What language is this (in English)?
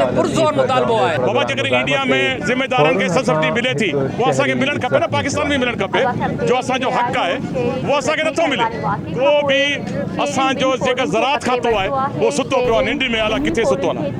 Sindhi